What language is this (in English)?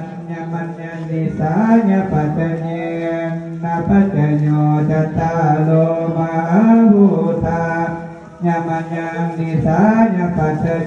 Pali